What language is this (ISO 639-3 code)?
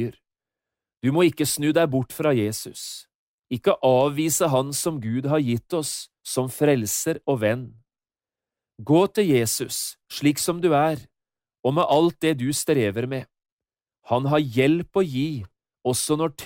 nor